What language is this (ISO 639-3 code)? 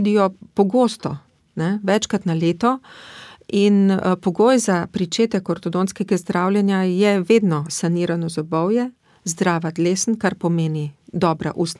slv